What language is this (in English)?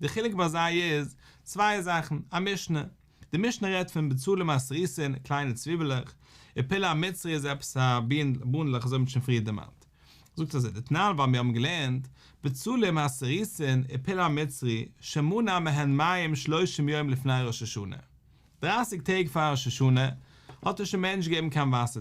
Yiddish